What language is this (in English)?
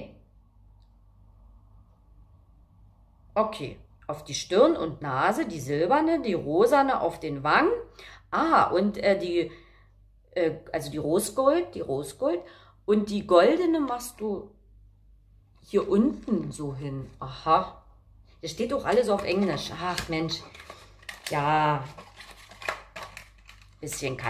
German